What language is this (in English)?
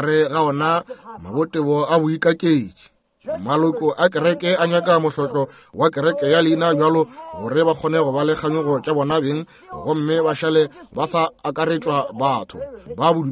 Northern Sotho